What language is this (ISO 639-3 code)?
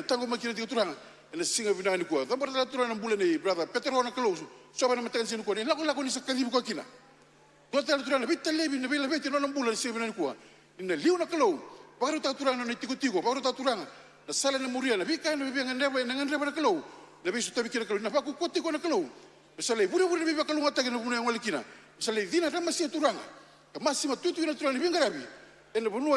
fij